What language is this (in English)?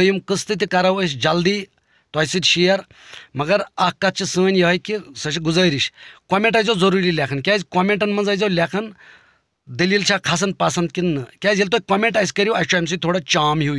Kashmiri